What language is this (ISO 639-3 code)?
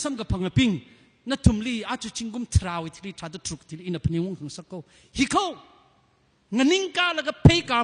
nmf